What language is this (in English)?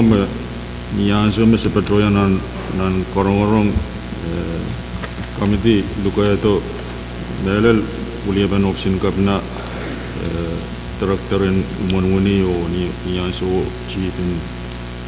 Pohnpeian